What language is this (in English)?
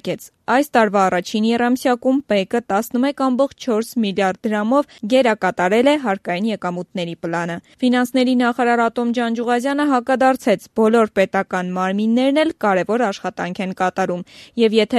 Armenian